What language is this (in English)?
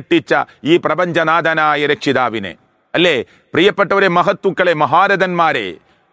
Malayalam